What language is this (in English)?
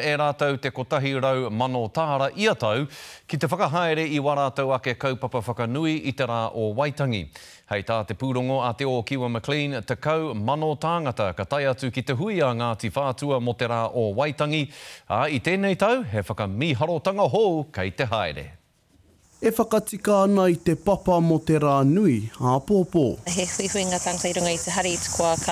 Māori